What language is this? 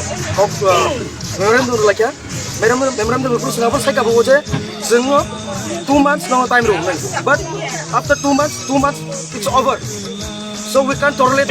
Kok Borok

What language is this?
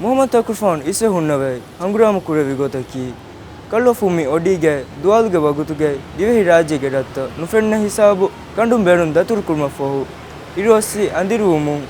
Divehi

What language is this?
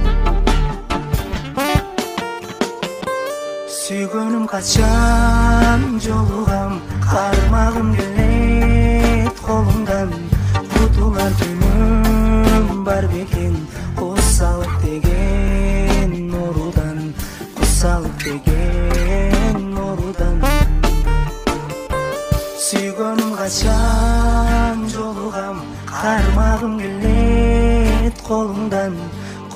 Kyrgyz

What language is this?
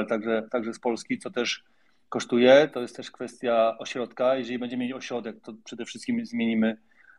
Polish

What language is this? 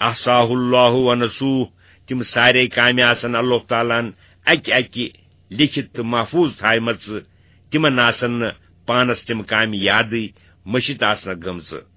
Kashmiri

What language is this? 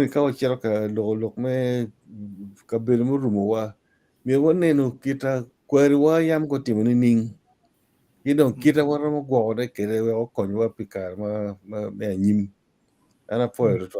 Acoli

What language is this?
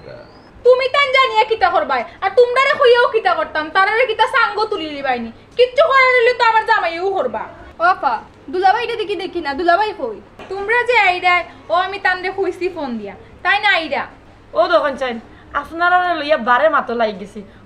Sylheti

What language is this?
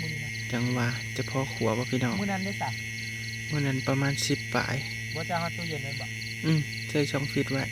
Northeastern Thai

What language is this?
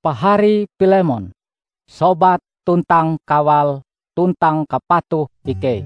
Ngaju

